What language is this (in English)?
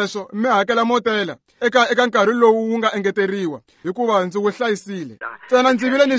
Tsonga